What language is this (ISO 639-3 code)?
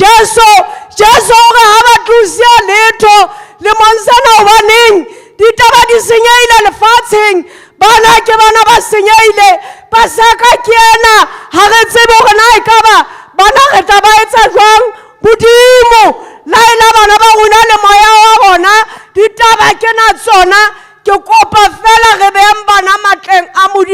sot